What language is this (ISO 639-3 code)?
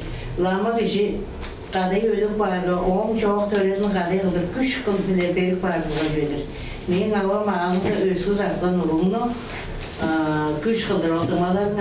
tyv